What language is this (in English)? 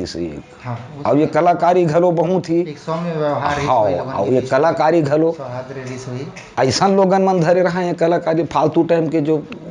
Chhattisgarhi